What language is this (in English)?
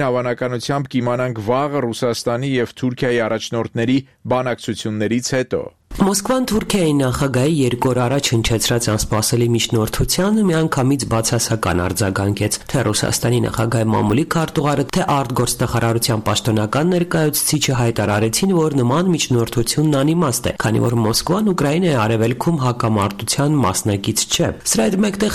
Armenian